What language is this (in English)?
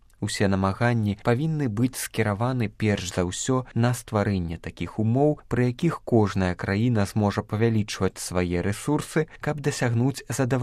Belarusian